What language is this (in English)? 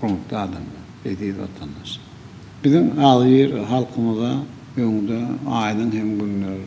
Turkmen